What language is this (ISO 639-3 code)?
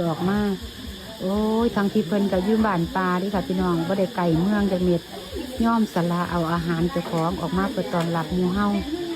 tts